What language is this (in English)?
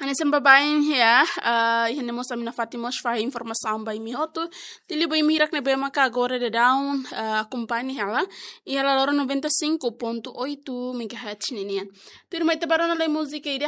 Tetum